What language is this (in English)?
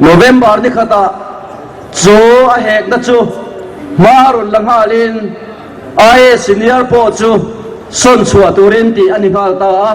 Mizo